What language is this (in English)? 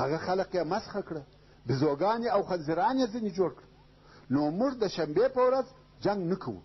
Pashto